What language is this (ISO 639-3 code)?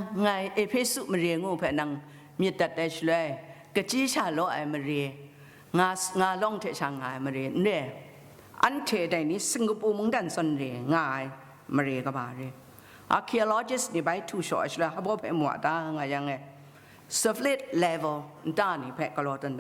kac